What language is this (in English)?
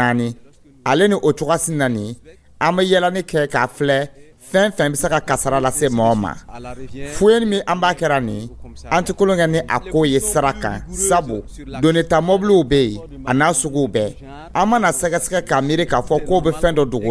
Dyula